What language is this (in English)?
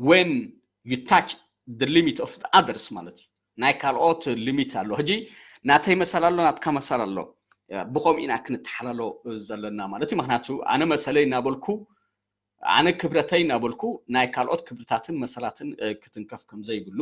Tigrinya